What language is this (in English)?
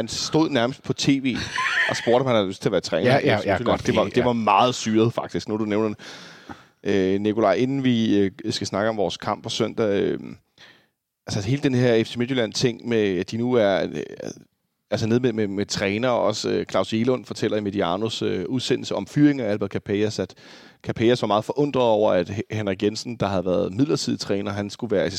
Danish